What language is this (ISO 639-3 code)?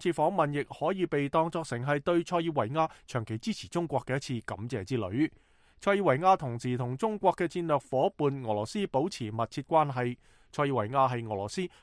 yue